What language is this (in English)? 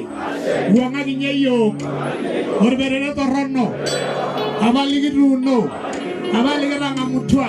Masai